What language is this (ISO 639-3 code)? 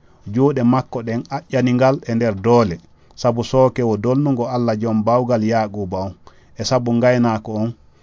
ful